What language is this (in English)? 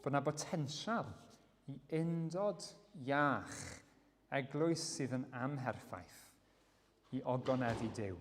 Welsh